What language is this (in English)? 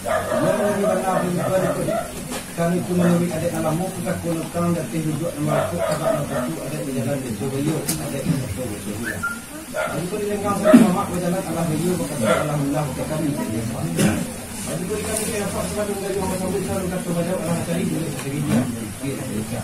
Minangkabau